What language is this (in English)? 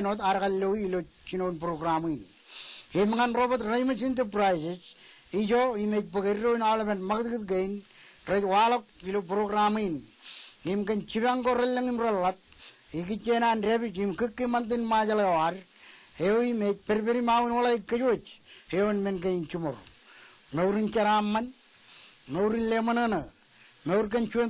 Marshallese